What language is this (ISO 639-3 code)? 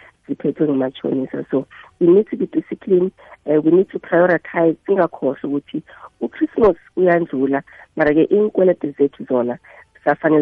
nbl